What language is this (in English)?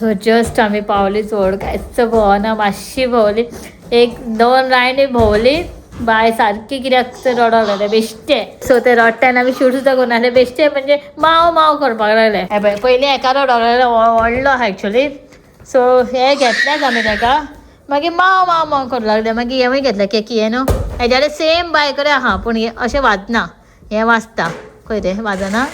Konkani